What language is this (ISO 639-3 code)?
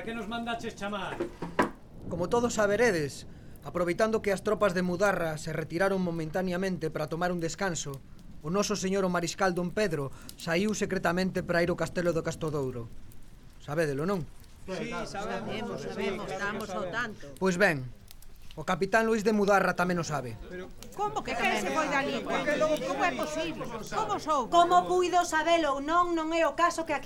glg